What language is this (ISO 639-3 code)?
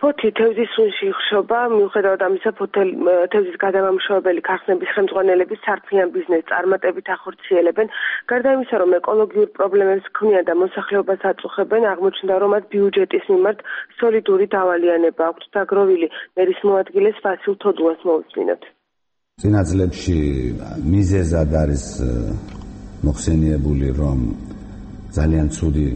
kat